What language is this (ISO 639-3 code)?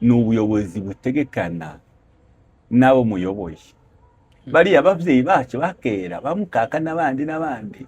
kin